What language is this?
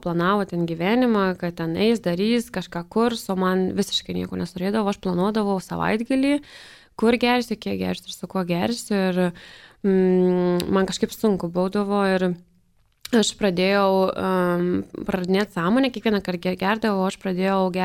Lithuanian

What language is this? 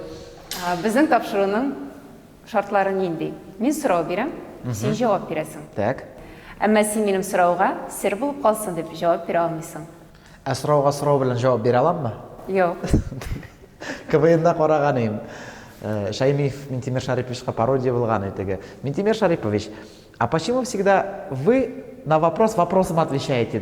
Tatar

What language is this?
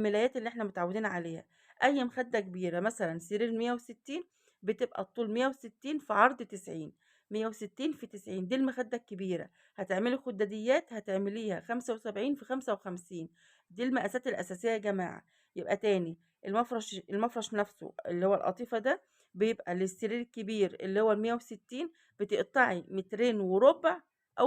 Egyptian Arabic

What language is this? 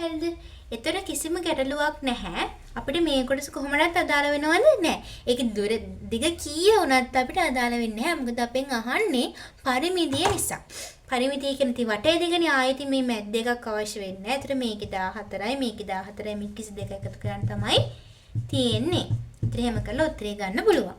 Sinhala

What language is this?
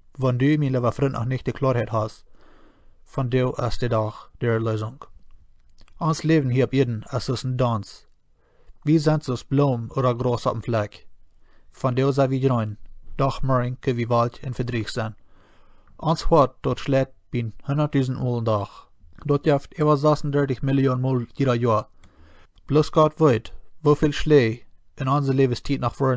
Plautdietsch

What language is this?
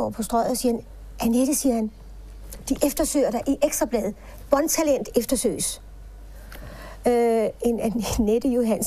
Danish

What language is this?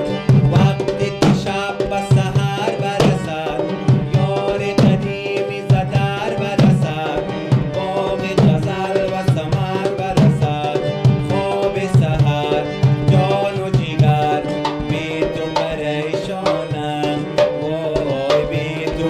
Persian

